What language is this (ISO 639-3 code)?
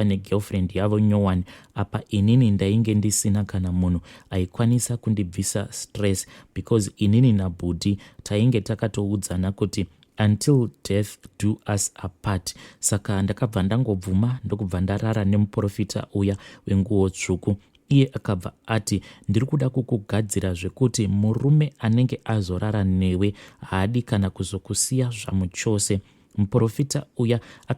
sna